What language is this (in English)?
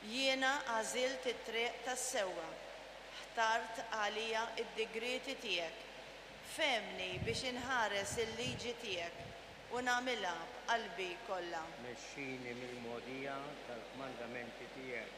Maltese